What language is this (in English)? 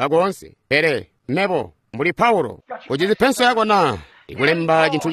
Tonga (Zambia)